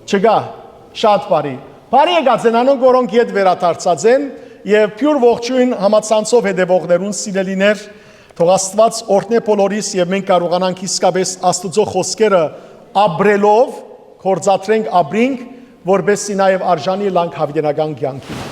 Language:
Western Armenian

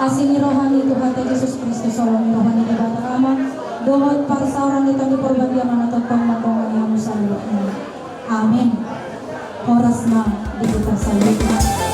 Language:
Batak Toba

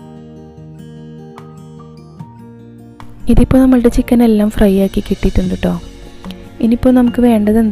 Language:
Malayalam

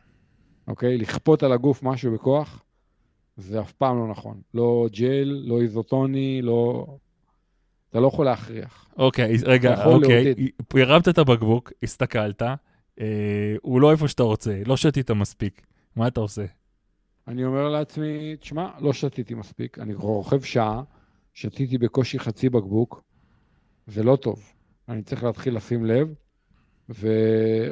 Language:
Hebrew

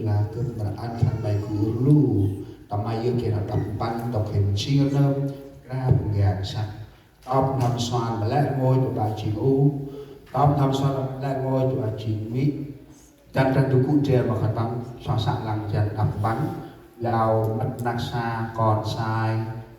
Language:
Central Mnong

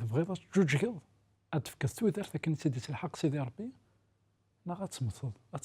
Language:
Kabyle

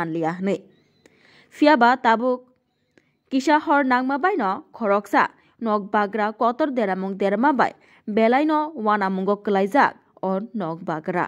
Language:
Kok Borok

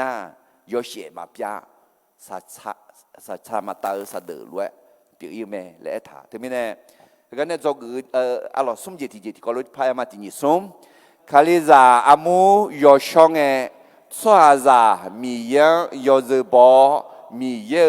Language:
Akha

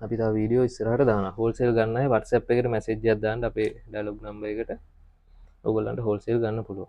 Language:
Sinhala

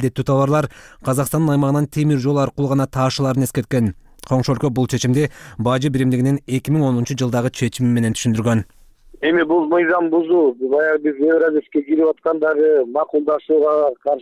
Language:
Kyrgyz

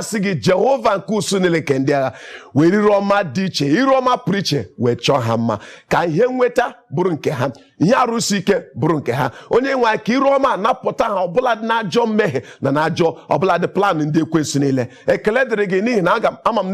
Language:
Igbo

